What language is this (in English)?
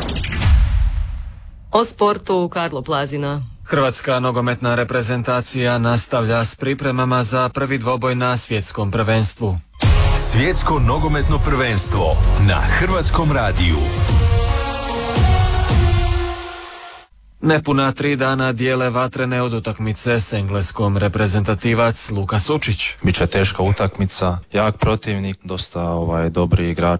Croatian